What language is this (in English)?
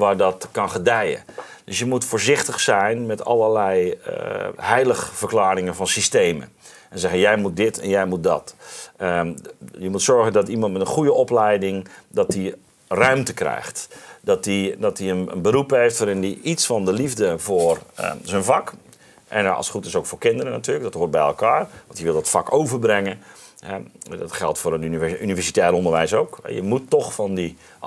Dutch